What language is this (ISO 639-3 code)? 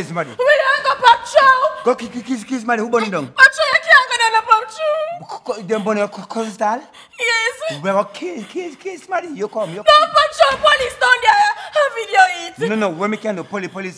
jam